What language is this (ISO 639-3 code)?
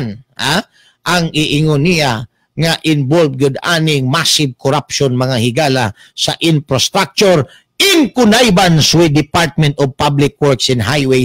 ceb